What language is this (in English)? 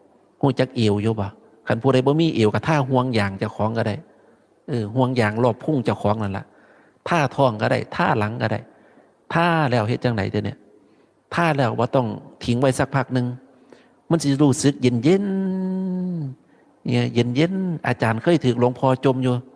Northeastern Thai